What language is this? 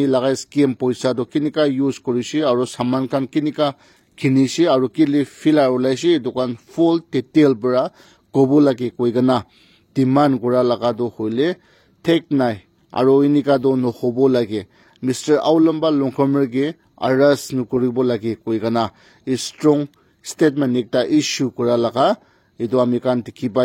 Naga Pidgin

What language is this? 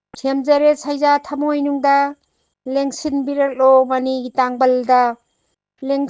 Manipuri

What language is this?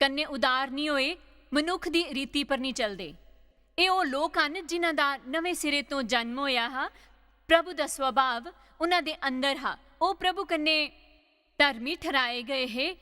Dogri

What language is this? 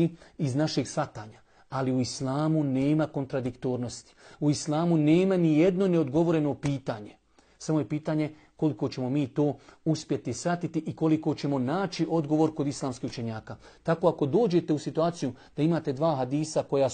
Bosnian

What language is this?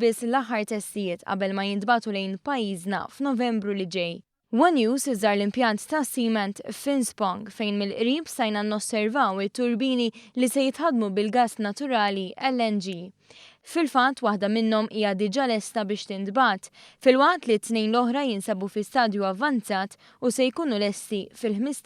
Maltese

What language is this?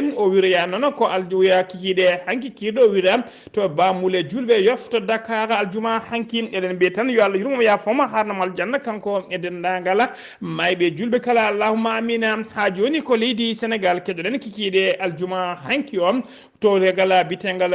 Fula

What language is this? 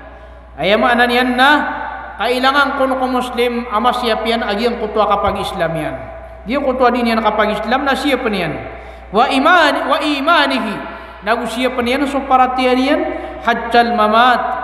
Maranao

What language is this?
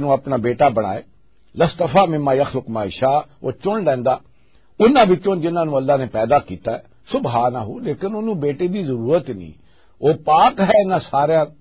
Western Panjabi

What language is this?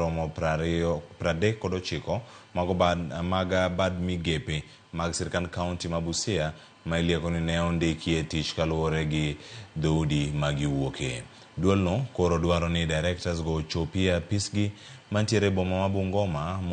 Luo (Kenya and Tanzania)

